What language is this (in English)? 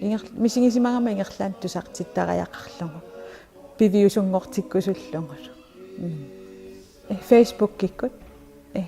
Kalaallisut